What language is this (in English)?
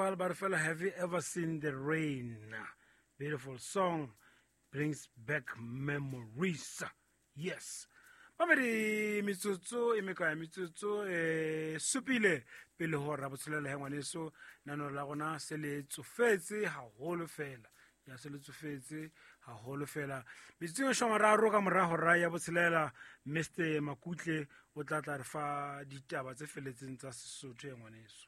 Southern Sotho